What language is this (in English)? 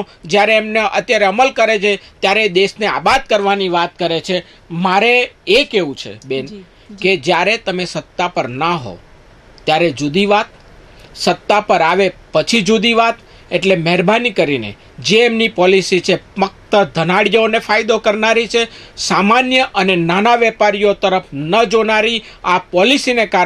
Gujarati